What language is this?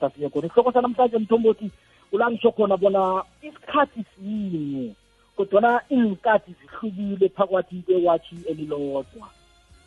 South Ndebele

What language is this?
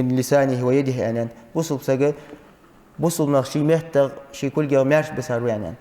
Ingush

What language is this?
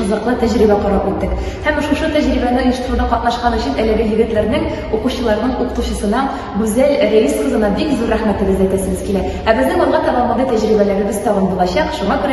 Tatar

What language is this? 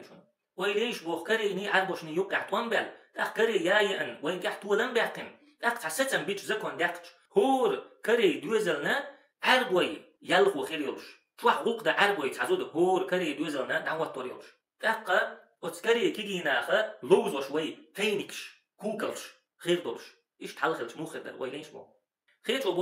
Chechen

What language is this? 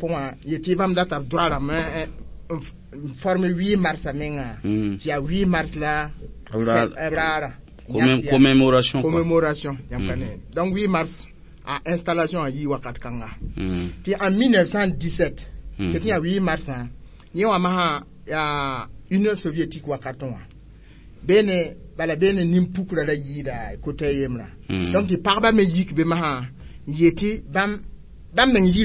Mossi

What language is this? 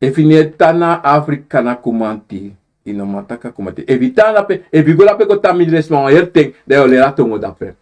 Sranan Tongo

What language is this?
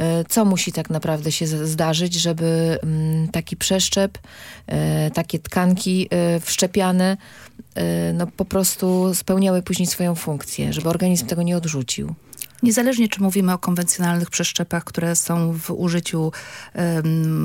Polish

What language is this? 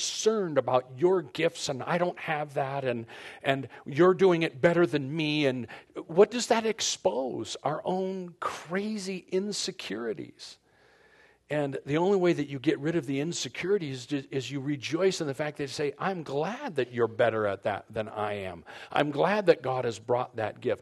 English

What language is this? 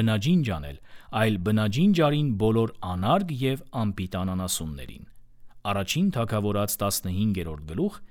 Armenian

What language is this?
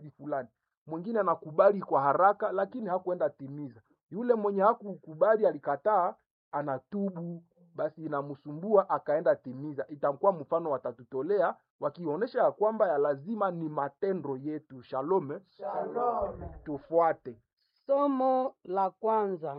Swahili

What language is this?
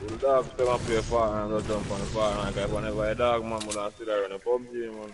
Jamaican Creole English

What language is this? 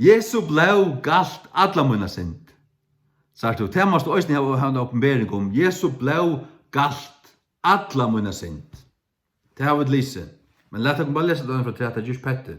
Faroese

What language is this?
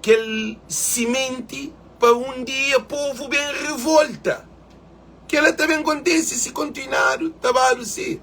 Kabuverdianu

